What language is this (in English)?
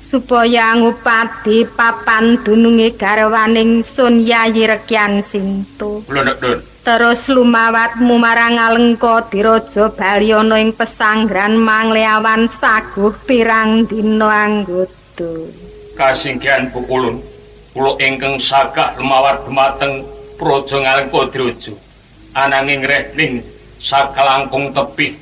Javanese